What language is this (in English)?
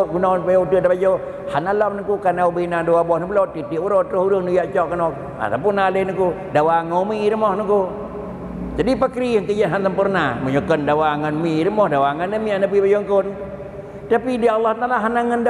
Achinese